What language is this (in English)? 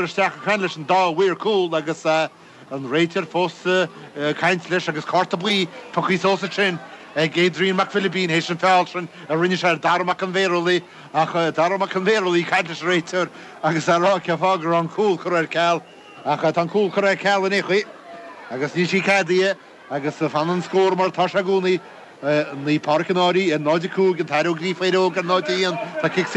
Irish